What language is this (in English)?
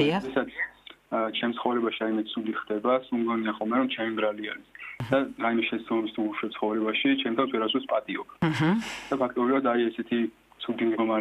Georgian